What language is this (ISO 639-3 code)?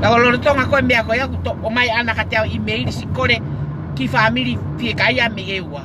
ton